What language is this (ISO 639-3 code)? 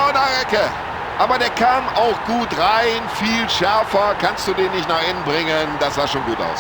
bar